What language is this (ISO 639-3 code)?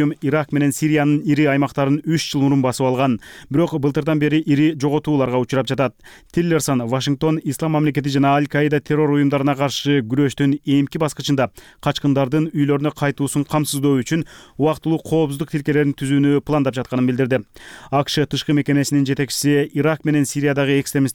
kir